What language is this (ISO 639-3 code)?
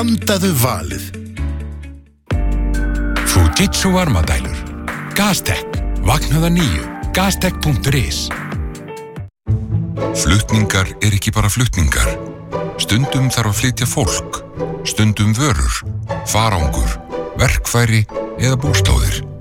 isl